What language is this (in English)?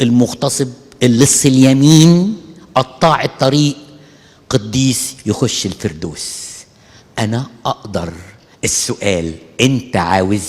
Egyptian Arabic